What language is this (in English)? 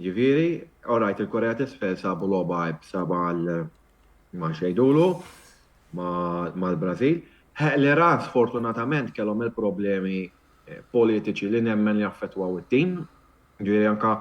Maltese